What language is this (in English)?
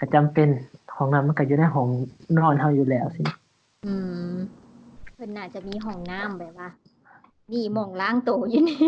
Lao